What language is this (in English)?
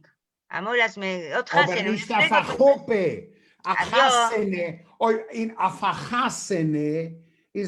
Yiddish